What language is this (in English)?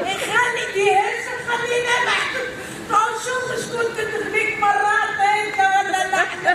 Tunisian Arabic